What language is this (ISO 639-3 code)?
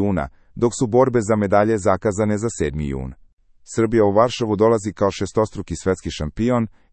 srp